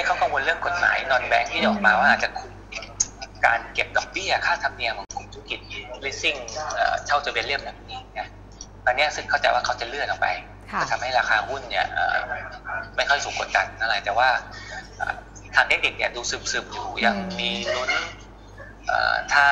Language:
Thai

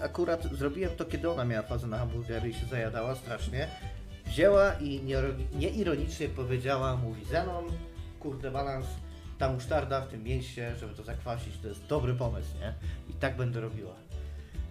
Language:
Polish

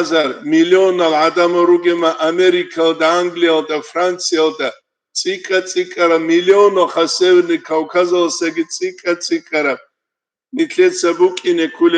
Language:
Avaric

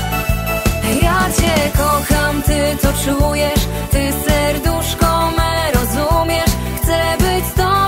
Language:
Polish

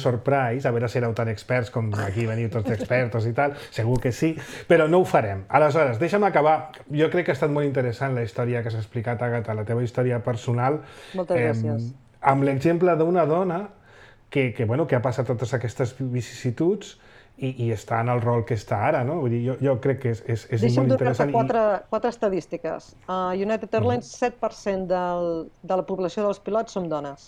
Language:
Catalan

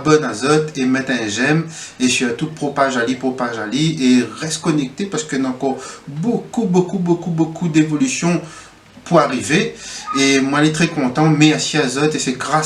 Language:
Réunion Creole French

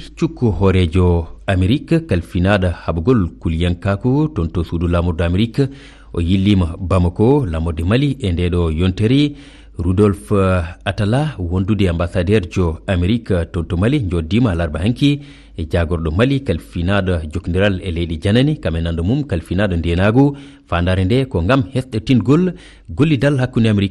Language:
Fula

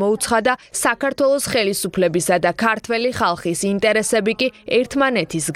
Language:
Georgian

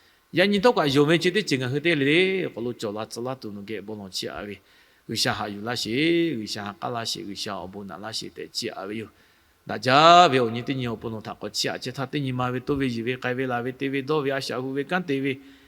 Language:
Lahu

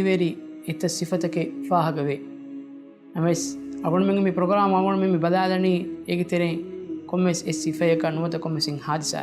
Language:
Divehi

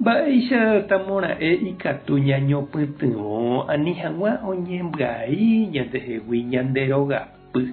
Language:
Guarani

